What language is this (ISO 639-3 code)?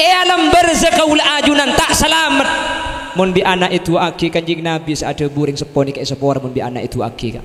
mad